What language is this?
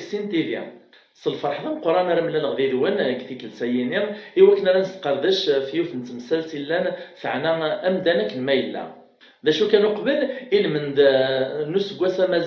Kabyle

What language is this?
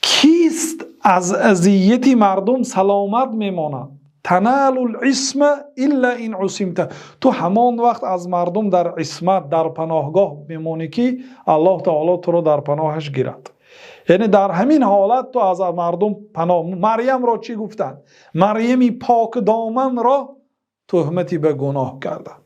Tajik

